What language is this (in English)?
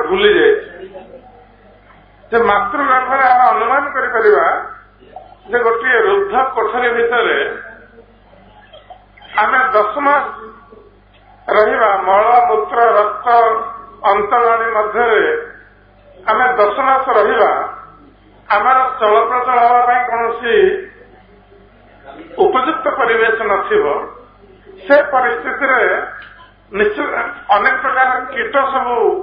Odia